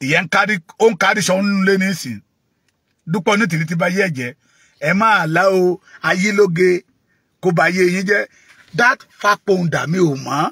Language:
Yoruba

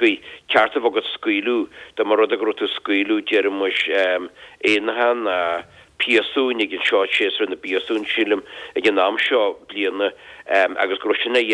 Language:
Irish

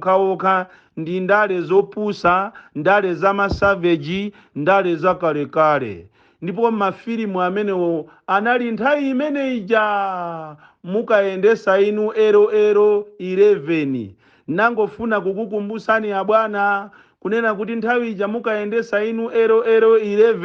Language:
Nyanja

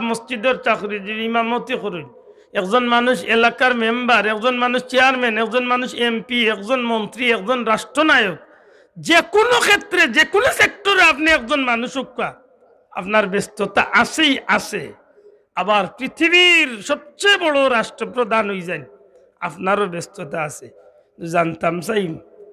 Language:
Sylheti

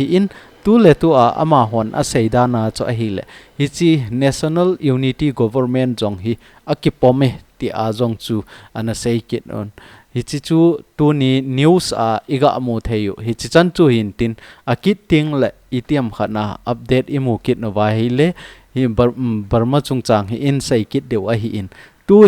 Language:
Thado Chin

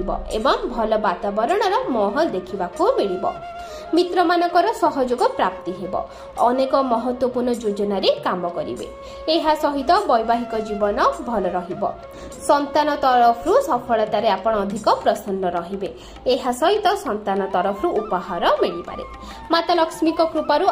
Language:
Odia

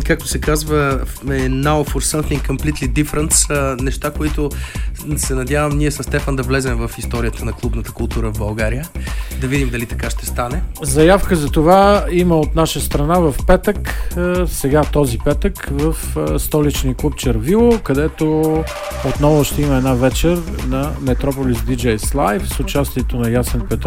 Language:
Bulgarian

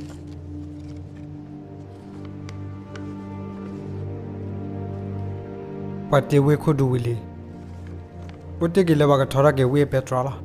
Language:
S'gaw Karen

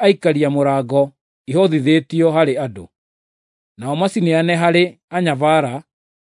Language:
Kikuyu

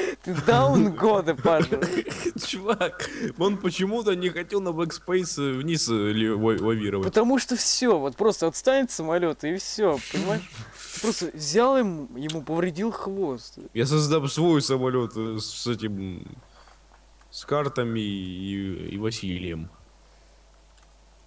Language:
Russian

